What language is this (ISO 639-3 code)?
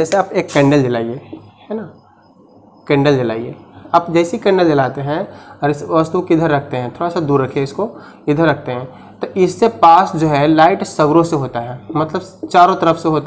hin